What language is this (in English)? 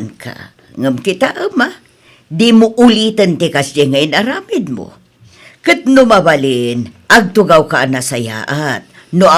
Iloko